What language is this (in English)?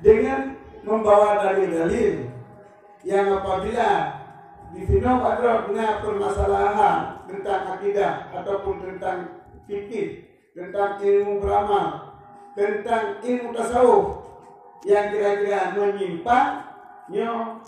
Achinese